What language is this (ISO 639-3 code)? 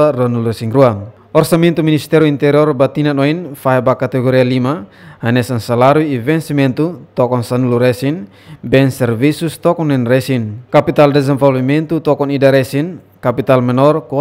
tet